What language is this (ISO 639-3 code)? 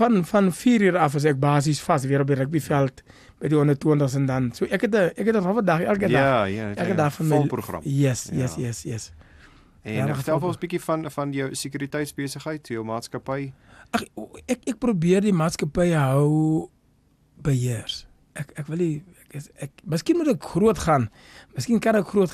afr